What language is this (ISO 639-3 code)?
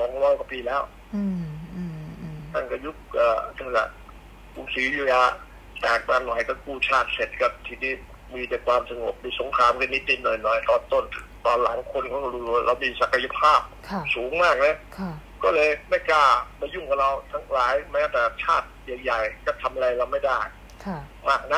tha